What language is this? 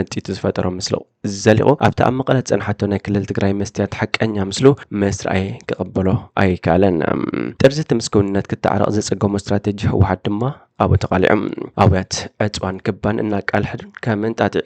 Tigrinya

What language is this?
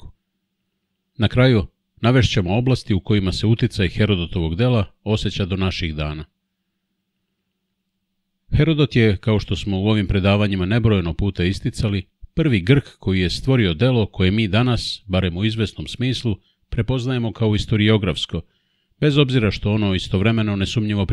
Serbian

